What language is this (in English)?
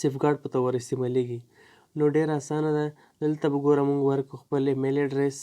Pashto